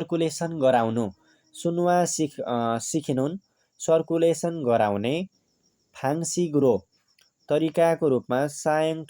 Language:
Nepali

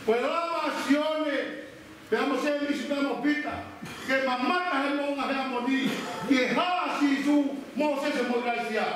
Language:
Tongan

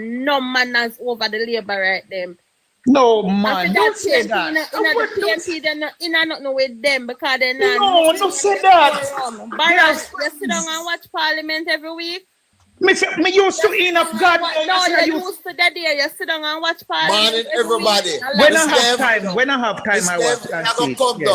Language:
Jamaican Creole English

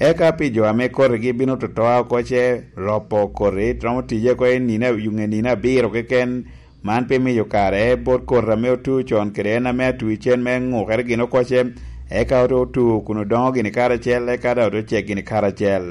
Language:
Lango (Uganda)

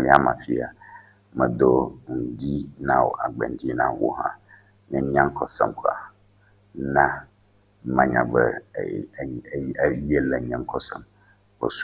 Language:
Ewe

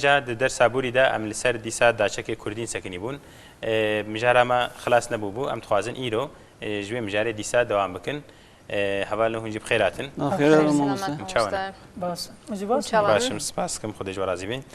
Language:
Kurdish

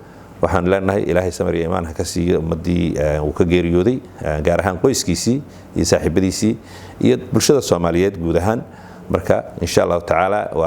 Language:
Somali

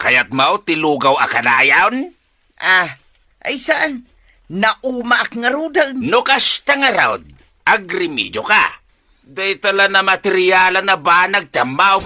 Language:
Iloko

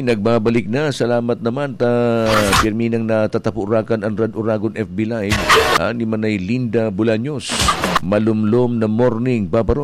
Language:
Bikol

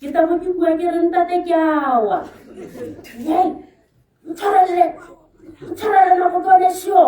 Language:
Tswana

